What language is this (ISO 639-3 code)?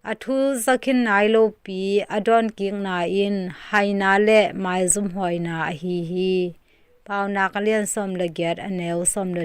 ctd